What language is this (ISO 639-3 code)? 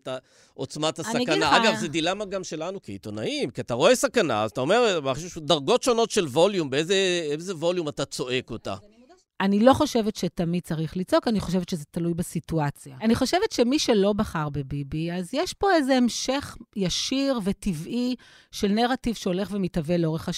heb